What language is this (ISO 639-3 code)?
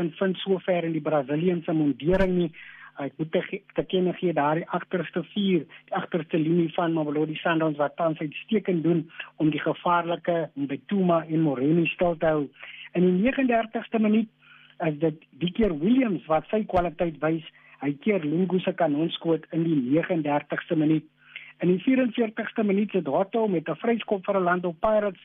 afr